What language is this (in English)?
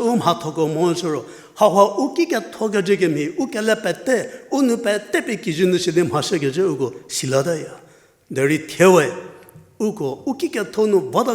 Angami Naga